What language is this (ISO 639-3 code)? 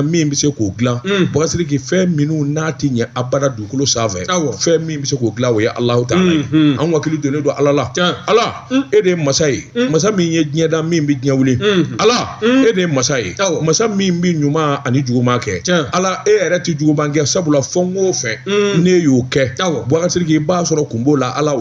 bam